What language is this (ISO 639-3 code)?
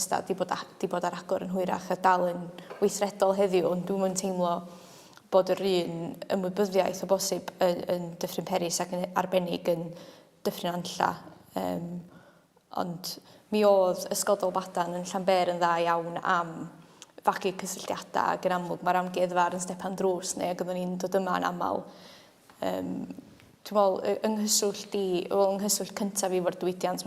cym